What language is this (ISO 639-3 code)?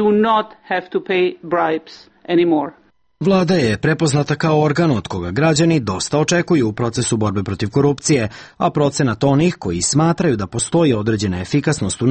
srp